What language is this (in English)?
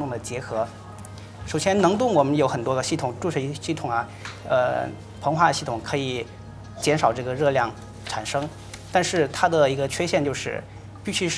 Chinese